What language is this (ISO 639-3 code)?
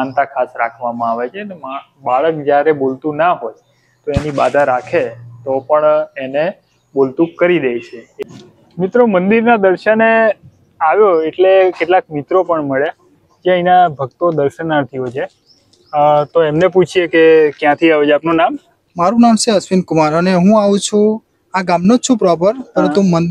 guj